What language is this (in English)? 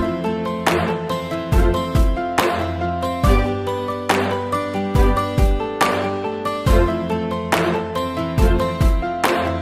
Indonesian